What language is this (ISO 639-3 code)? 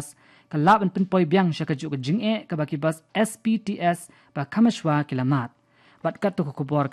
kha